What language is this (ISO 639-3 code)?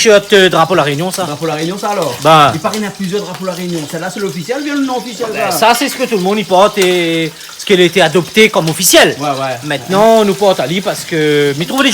rcf